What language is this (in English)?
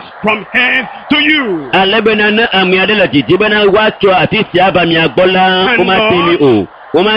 Ewe